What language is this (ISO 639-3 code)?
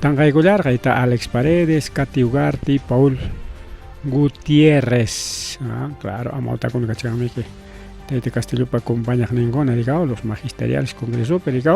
quy